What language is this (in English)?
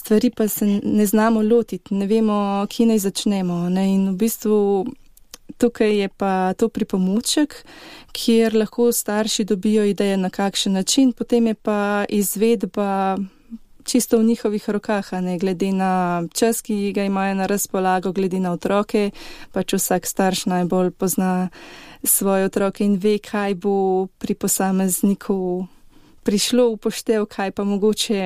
Slovenian